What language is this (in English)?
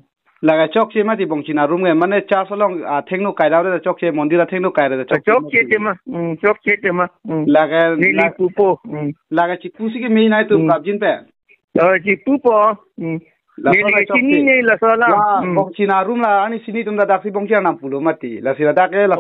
Karbi